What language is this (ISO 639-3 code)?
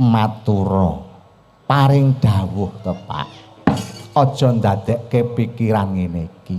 jav